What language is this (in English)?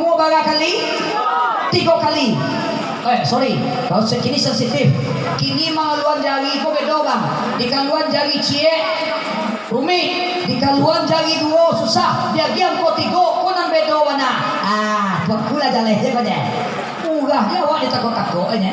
Minangkabau